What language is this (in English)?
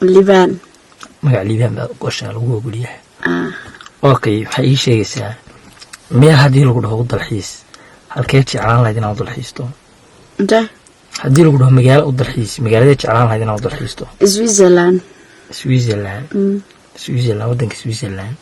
Somali